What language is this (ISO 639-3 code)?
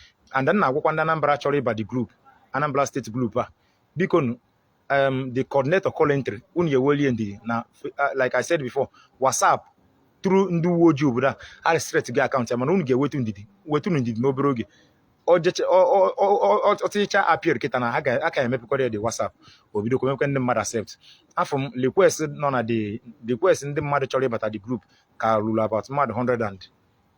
ibo